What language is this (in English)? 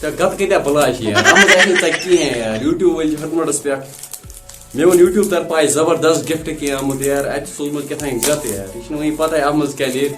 Kashmiri